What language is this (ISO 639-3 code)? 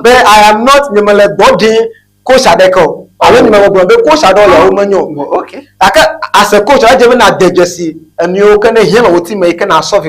ewe